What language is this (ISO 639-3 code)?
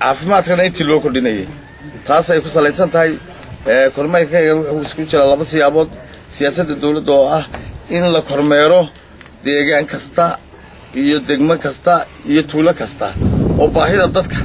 som